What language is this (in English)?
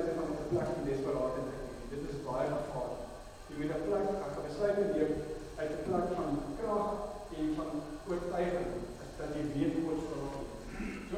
Afrikaans